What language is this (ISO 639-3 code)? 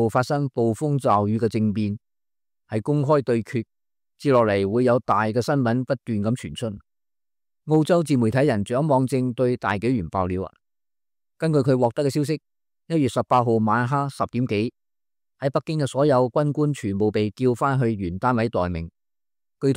yue